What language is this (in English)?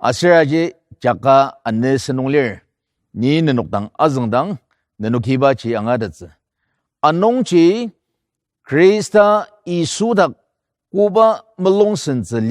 Ao Naga